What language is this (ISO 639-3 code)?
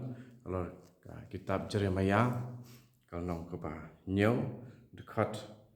kha